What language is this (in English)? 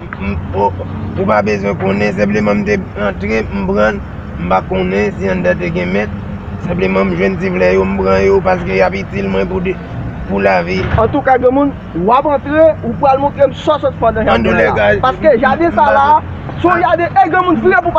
Haitian Creole